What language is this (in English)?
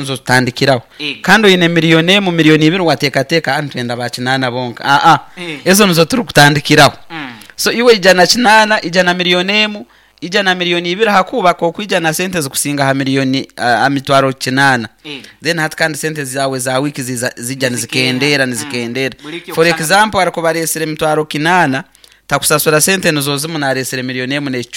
Nyoro